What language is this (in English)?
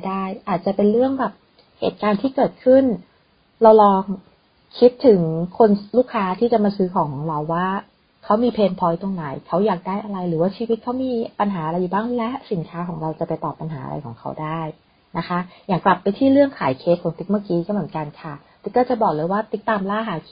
Thai